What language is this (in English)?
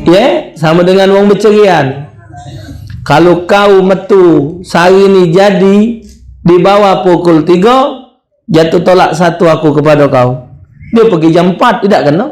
Musi